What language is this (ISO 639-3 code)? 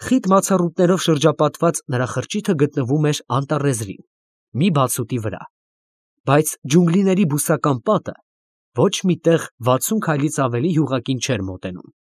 hye